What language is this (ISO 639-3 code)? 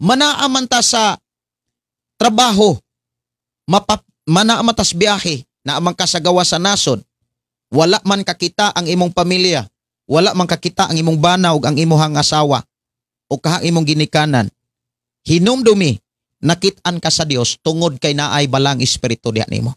ceb